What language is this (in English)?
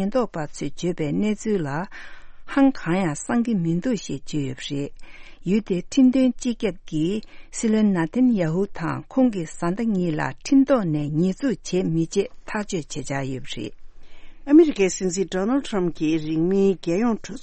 Tibetan